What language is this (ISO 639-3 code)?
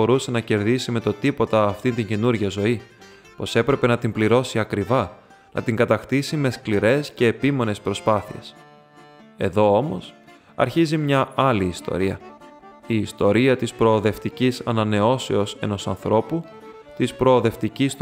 ell